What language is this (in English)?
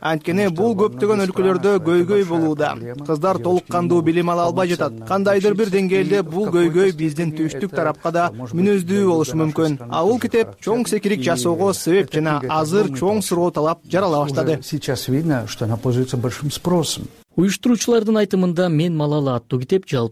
Kyrgyz